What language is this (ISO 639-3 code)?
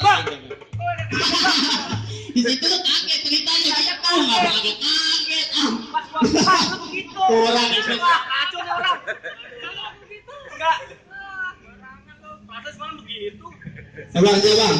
bew